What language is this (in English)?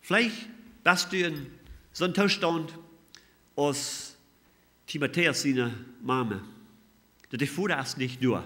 Plautdietsch